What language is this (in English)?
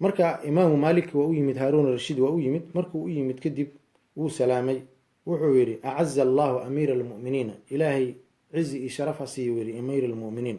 Somali